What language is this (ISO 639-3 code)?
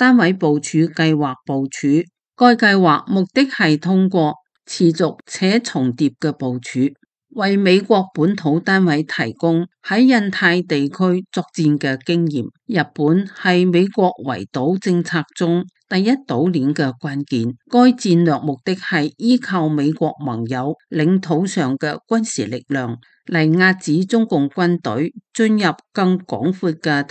yue